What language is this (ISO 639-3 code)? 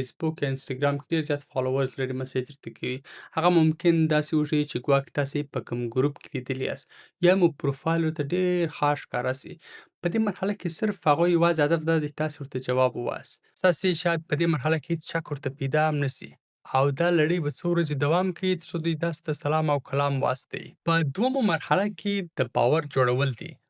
pus